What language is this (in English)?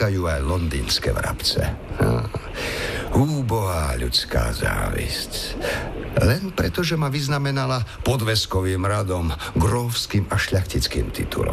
Slovak